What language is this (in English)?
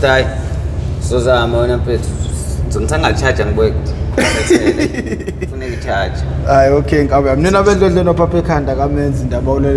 Zulu